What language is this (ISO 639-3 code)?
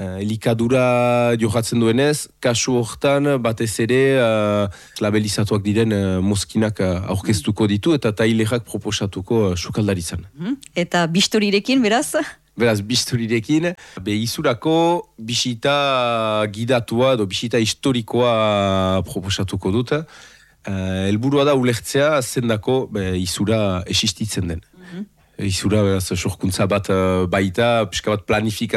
eus